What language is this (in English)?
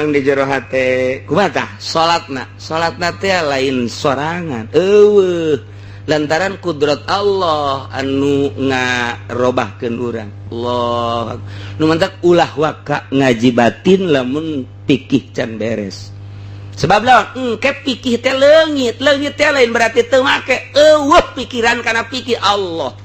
Sundanese